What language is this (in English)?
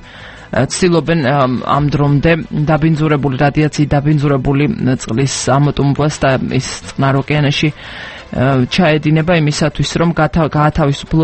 Georgian